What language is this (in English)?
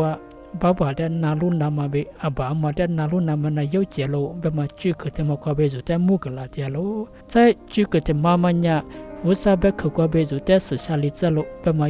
Lisu